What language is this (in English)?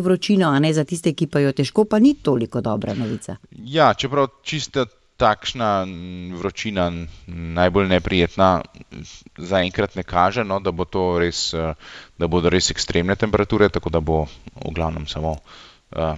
Slovenian